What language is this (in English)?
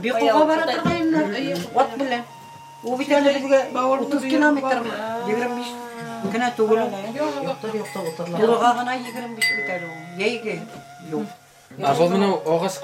Bashkir